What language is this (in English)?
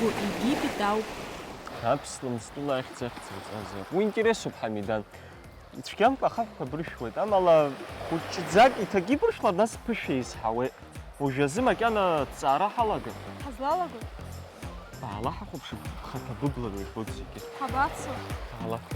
Abkhazian